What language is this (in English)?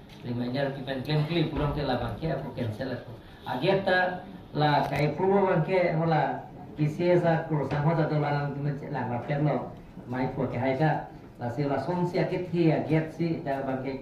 Karbi